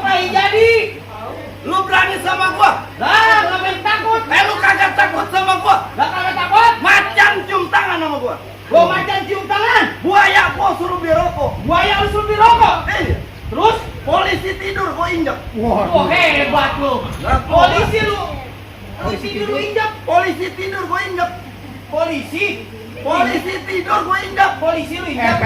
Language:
Betawi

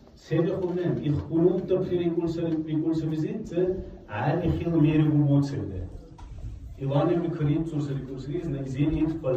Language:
Dargwa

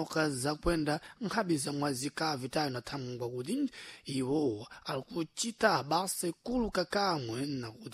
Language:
Sena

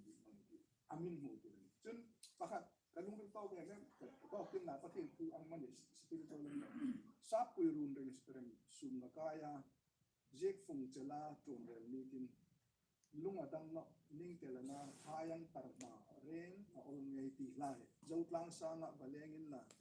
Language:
Hmar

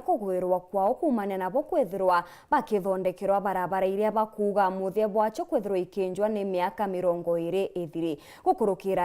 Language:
Meru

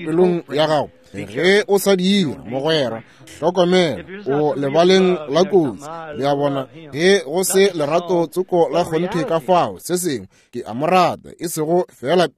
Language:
Northern Sotho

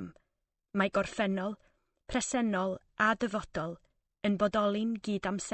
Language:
Welsh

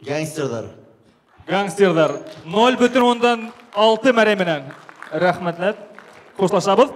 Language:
Bashkir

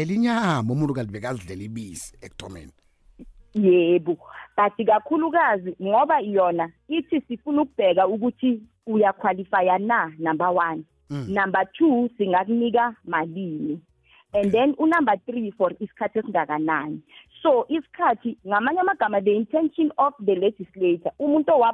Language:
South Ndebele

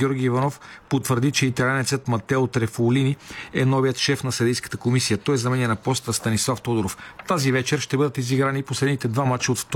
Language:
Bulgarian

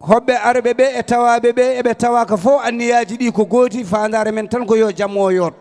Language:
Fula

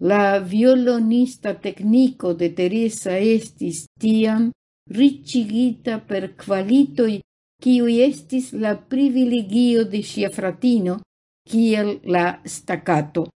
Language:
Esperanto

